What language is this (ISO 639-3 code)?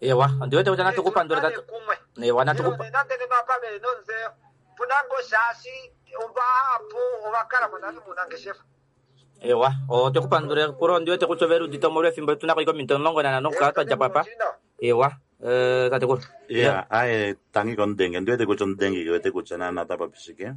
kua